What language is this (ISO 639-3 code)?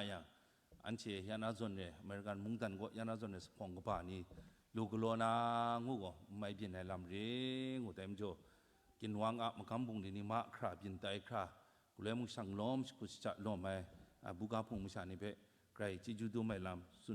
kac